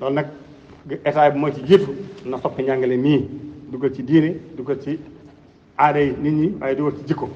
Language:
Wolof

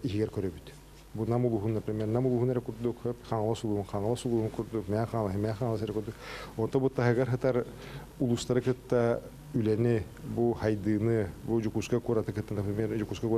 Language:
Yakut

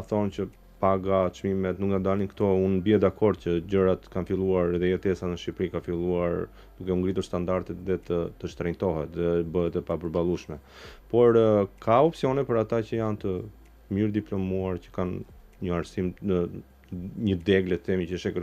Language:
Albanian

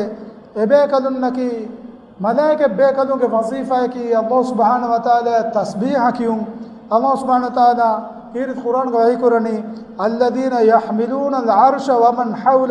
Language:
Divehi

